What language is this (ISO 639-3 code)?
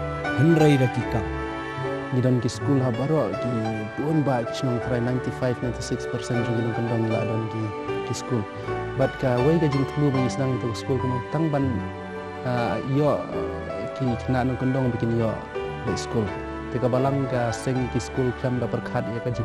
kha